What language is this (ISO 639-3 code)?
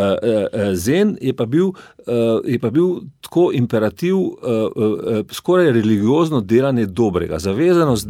slv